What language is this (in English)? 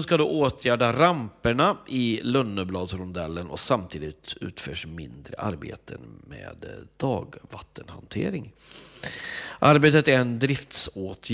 Swedish